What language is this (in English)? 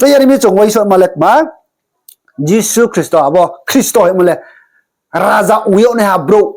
Riang (India)